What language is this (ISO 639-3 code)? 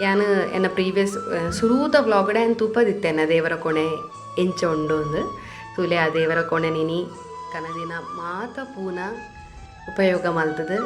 tcy